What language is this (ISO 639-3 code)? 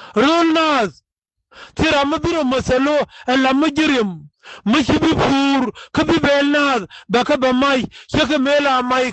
nus